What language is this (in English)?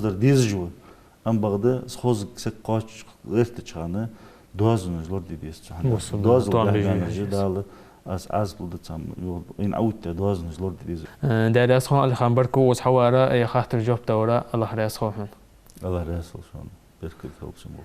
Ingush